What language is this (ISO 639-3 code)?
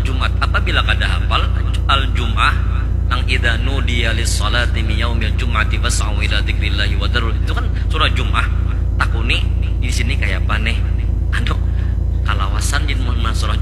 bjn